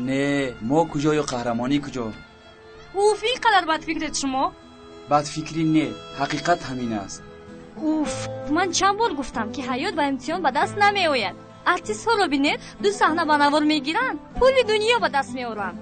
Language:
Tajik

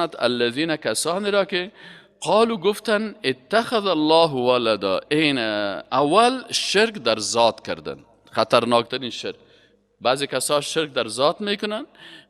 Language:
Persian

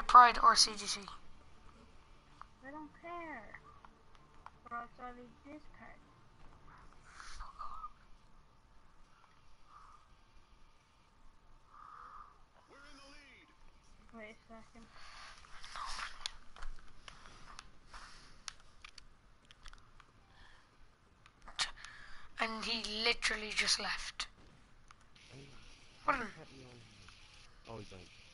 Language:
English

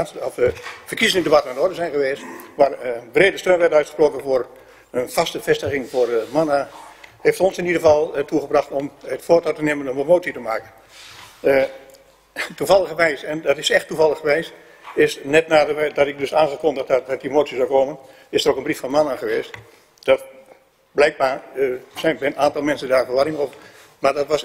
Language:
Dutch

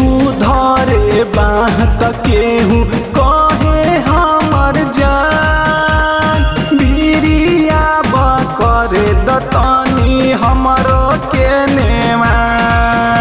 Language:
Bhojpuri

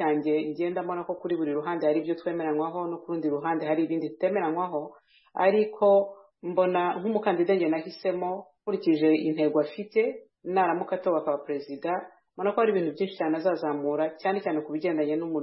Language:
Kinyarwanda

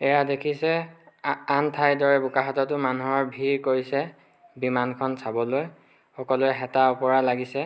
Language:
Assamese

